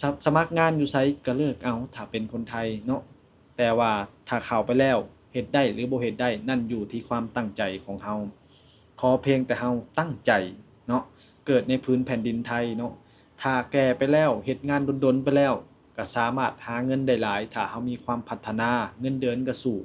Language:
Lao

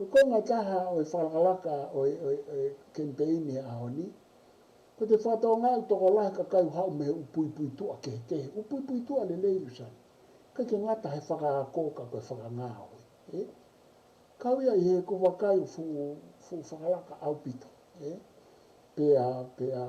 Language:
Tongan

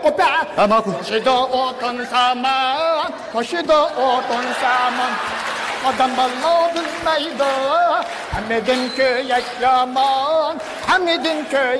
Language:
Uyghur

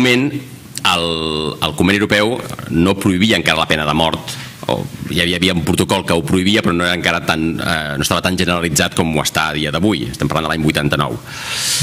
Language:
Catalan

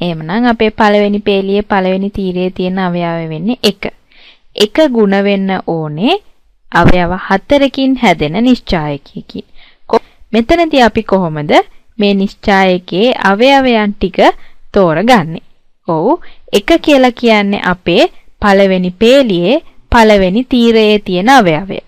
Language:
Sinhala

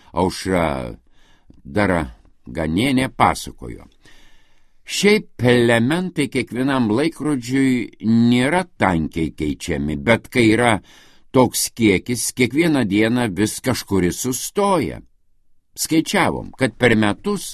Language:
Lithuanian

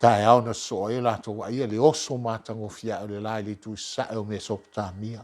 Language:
Samoan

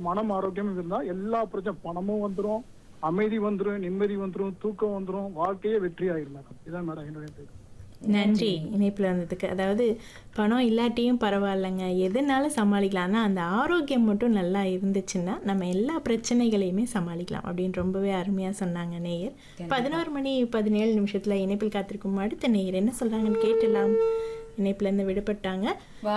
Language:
Tamil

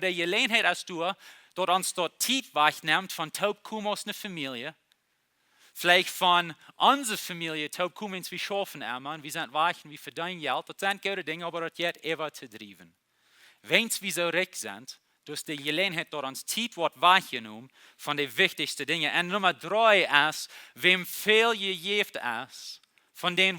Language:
Plautdietsch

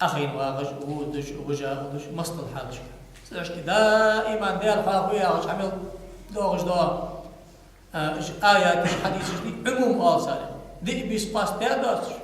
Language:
Ingush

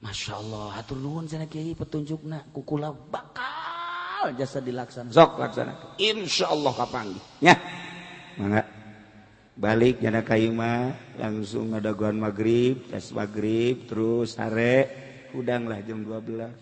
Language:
Sundanese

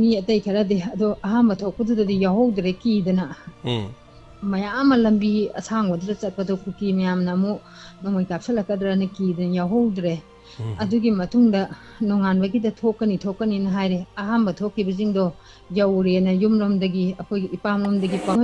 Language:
Manipuri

